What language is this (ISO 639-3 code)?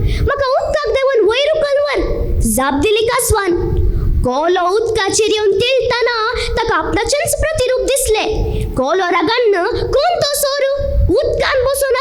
kok